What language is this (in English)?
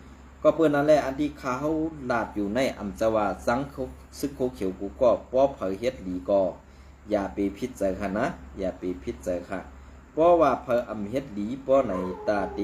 Shan